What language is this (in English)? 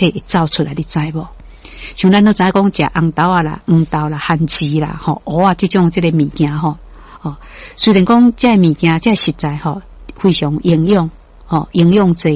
Min Nan Chinese